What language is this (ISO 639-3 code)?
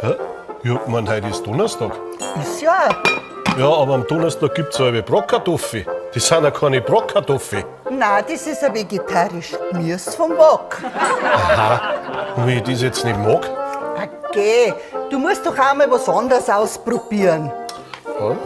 bar